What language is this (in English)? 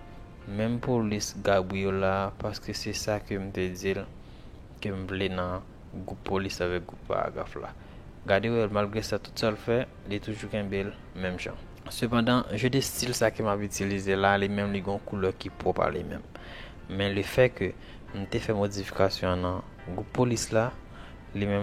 Haitian Creole